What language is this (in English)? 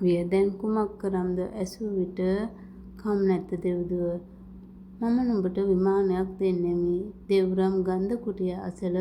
Sinhala